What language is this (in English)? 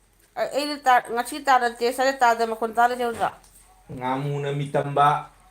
Manipuri